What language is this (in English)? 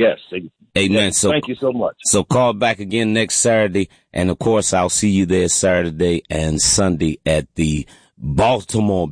English